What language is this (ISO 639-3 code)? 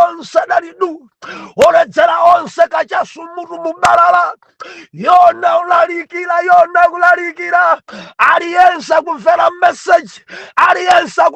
nya